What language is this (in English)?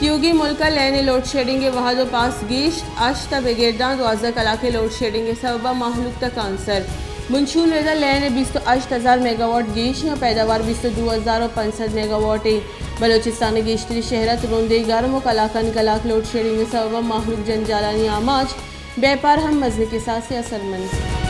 Baluchi